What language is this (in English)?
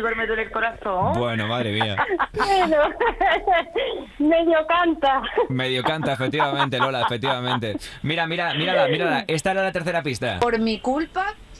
Spanish